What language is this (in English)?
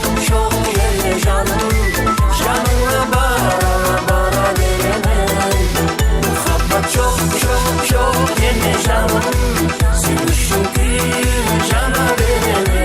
Kara-Kalpak